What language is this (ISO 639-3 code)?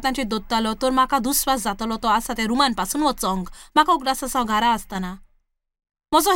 kok